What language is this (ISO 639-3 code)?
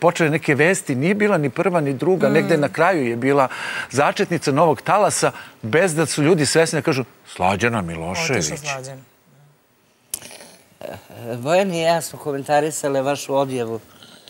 srp